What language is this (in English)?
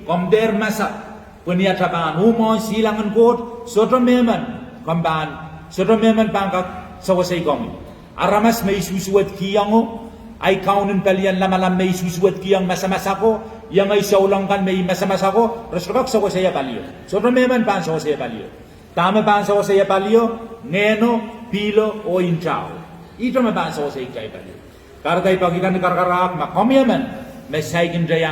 Pohnpeian